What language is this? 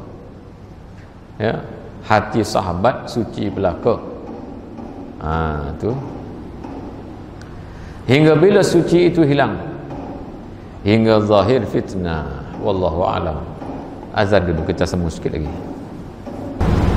Malay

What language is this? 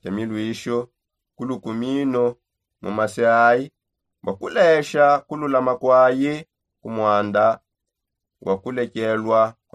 Songe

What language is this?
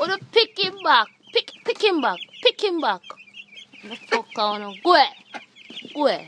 Jamaican Creole English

